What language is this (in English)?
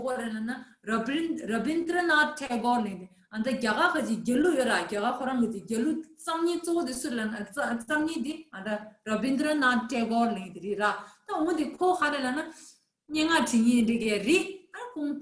Tibetan